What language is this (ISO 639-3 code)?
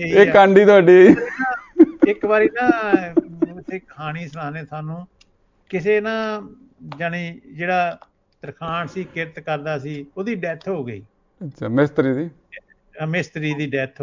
pan